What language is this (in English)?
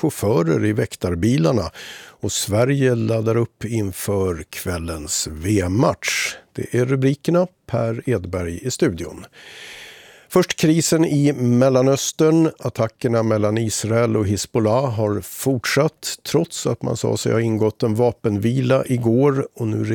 Swedish